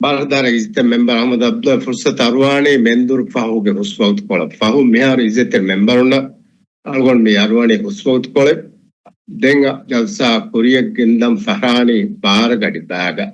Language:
Divehi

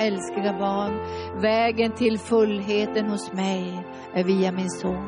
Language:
Swedish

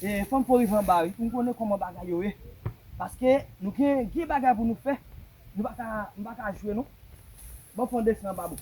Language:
Haitian Creole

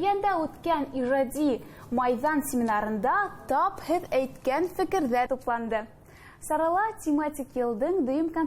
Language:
Bashkir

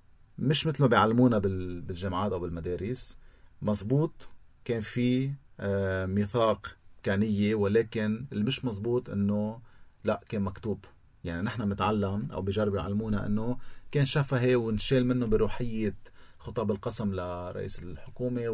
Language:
North Levantine Arabic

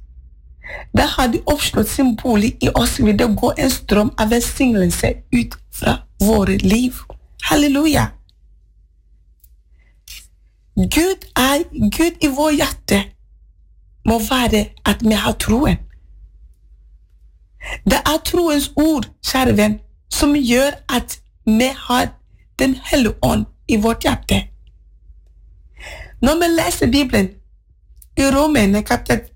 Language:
Norwegian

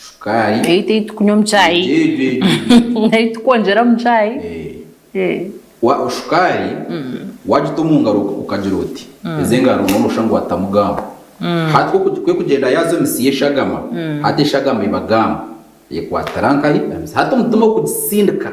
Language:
Nyankole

